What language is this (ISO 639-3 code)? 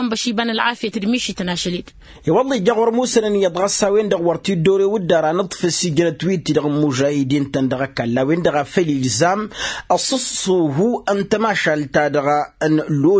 taq